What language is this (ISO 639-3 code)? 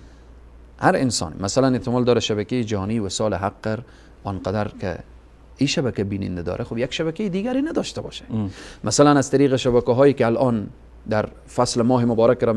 fas